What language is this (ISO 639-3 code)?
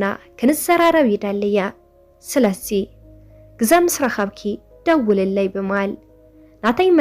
tir